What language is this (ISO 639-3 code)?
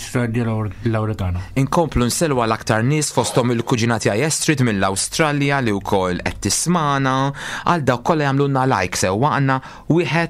mlt